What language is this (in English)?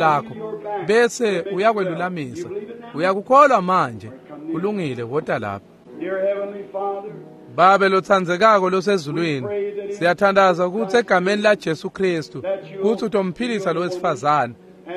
Swati